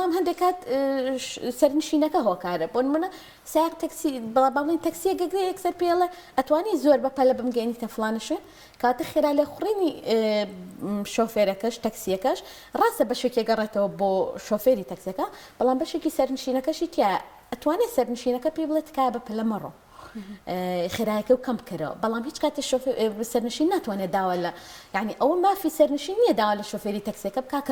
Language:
Central Kurdish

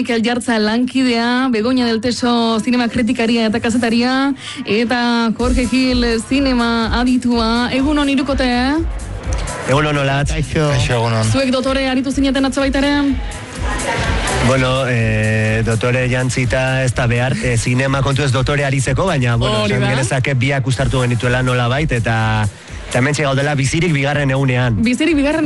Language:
Basque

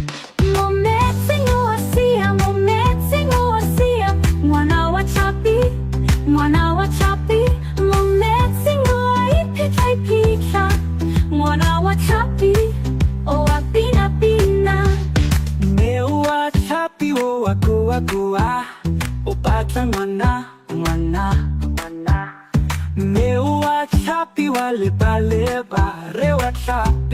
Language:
Tswana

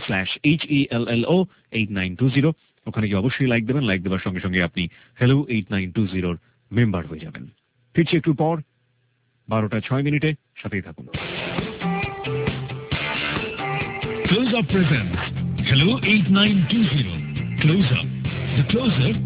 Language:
Bangla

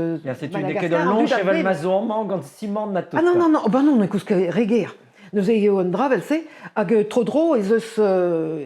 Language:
Breton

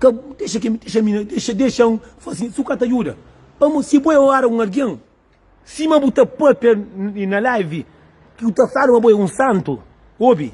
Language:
Kabuverdianu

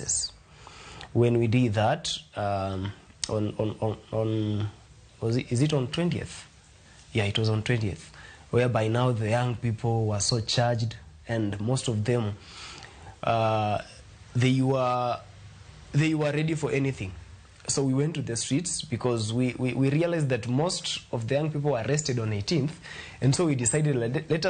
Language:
Luo (Kenya and Tanzania)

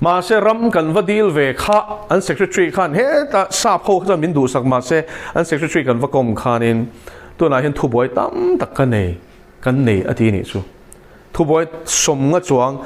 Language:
Mizo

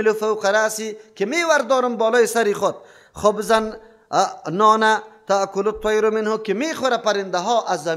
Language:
Persian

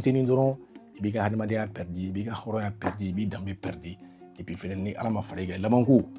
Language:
Bambara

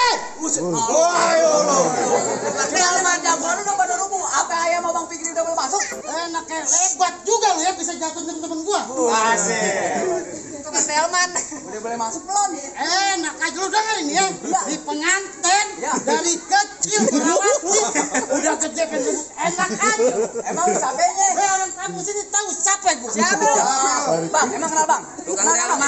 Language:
Betawi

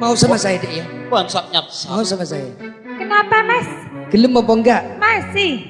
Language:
Madurese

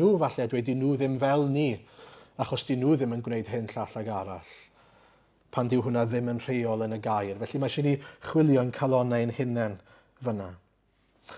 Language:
Welsh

